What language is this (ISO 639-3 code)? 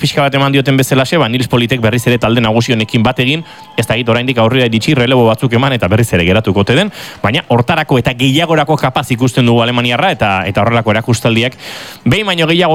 eus